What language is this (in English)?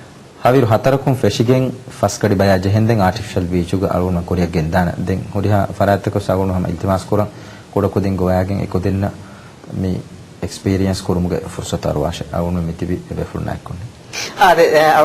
Divehi